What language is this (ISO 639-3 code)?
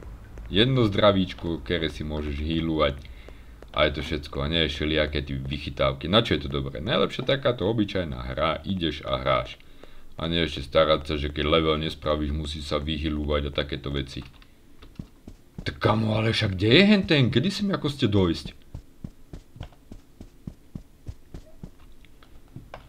slk